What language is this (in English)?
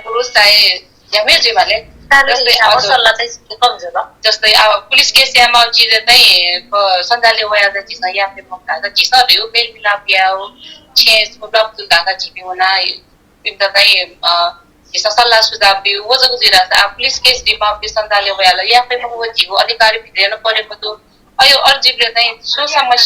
Newari